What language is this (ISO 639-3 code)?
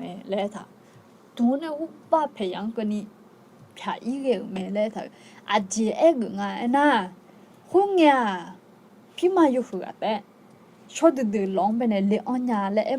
ahk